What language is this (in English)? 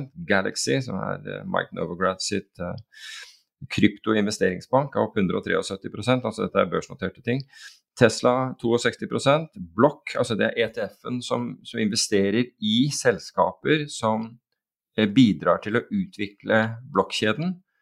Norwegian